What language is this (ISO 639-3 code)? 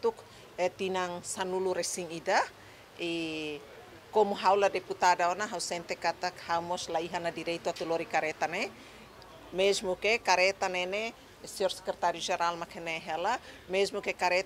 tet